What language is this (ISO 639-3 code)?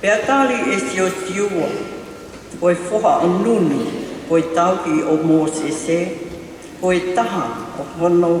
ton